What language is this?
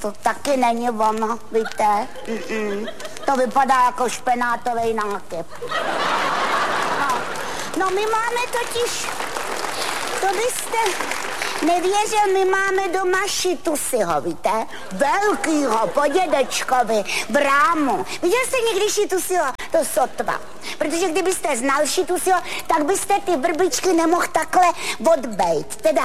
Czech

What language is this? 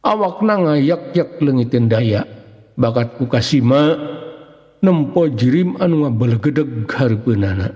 Sundanese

